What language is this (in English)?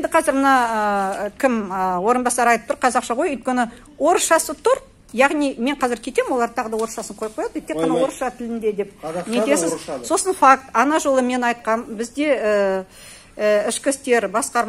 Kazakh